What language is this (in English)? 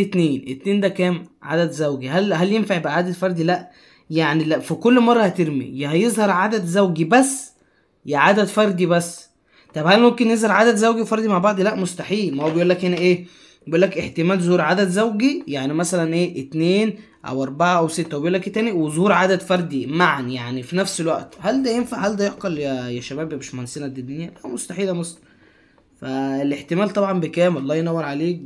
Egyptian Arabic